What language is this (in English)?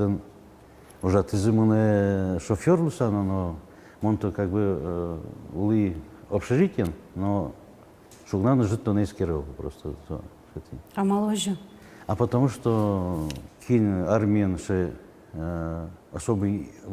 Udmurt